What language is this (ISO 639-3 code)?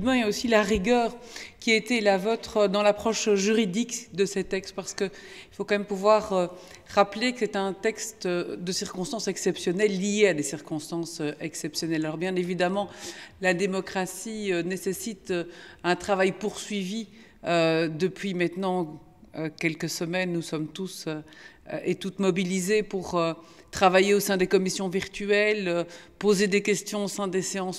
fra